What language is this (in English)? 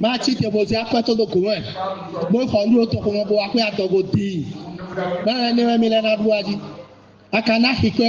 Fon